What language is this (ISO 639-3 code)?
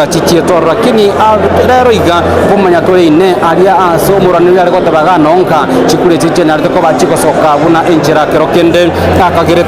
guz